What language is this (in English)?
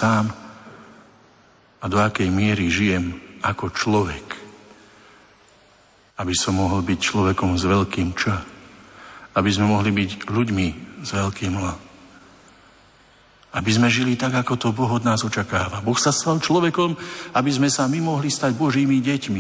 Slovak